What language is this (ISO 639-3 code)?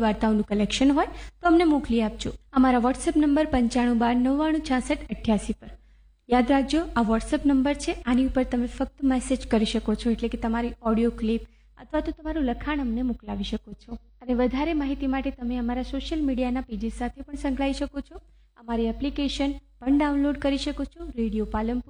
guj